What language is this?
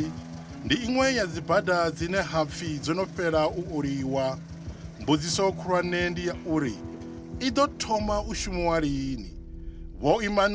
Venda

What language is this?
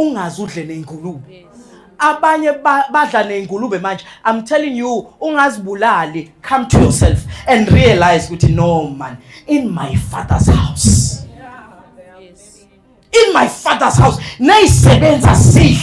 Zulu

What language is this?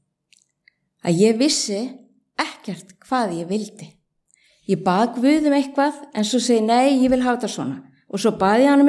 Icelandic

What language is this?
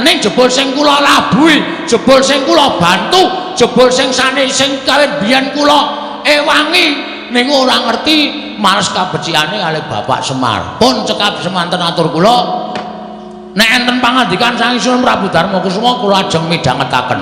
Javanese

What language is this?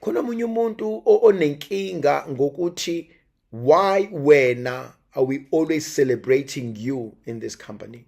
Zulu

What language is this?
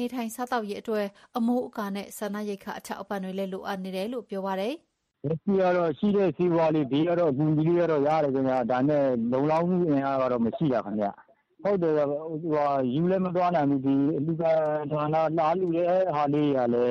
Burmese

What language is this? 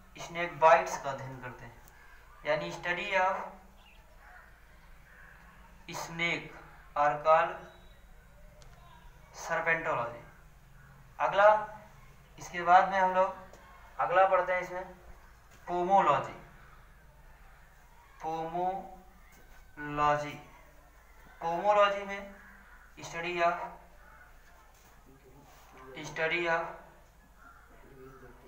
Hindi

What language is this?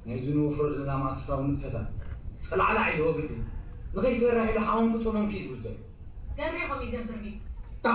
Tigrinya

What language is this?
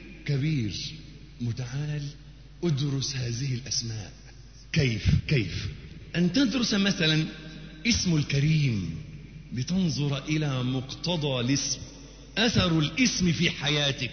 Arabic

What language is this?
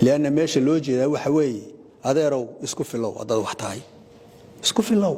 Somali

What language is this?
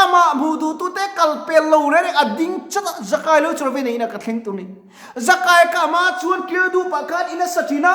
Mizo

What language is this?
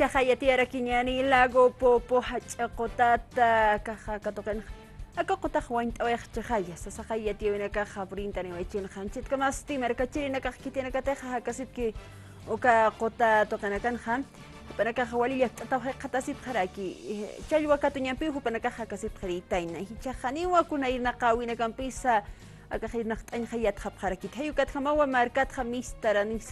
Aymara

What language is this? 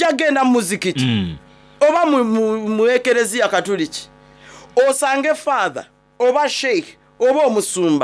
Soga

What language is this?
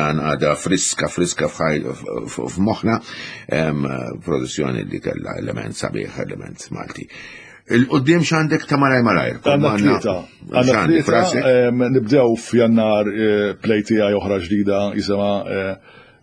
Maltese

